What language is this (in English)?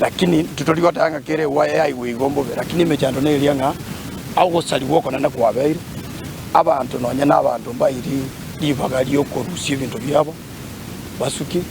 Gusii